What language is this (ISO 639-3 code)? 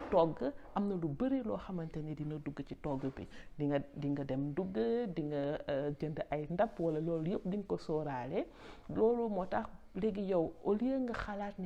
wol